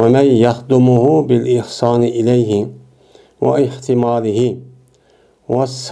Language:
Uyghur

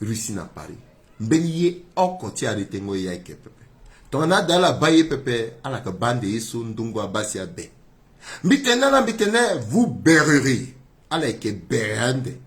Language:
Sango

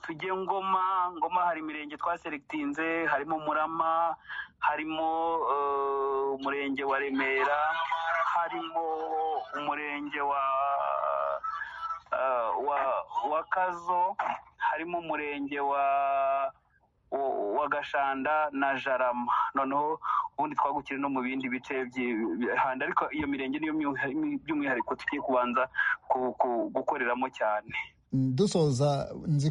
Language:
Kinyarwanda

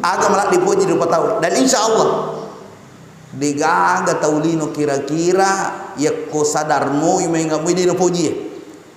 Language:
Buginese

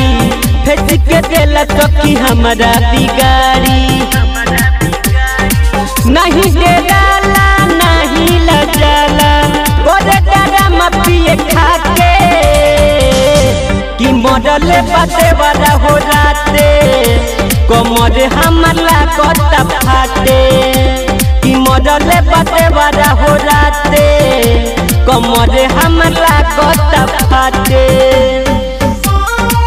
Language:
Bhojpuri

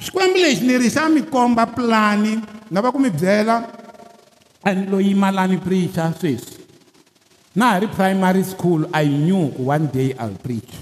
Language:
Tsonga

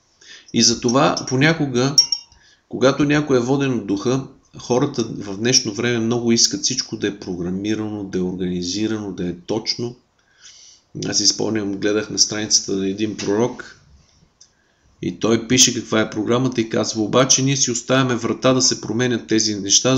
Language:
Bulgarian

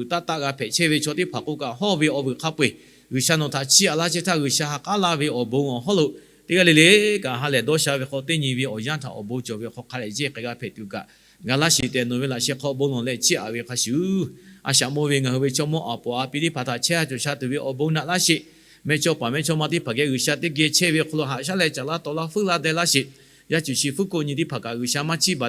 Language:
Lahu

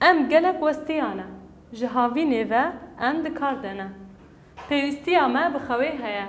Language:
Kurdish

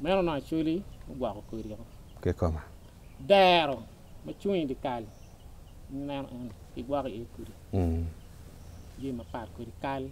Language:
Acoli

